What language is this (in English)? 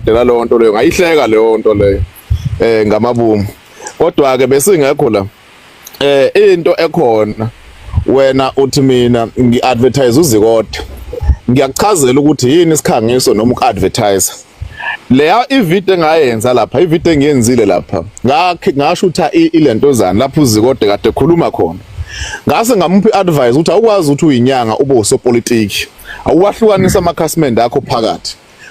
Zulu